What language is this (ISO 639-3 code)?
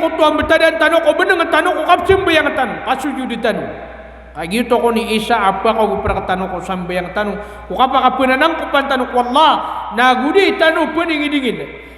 mrw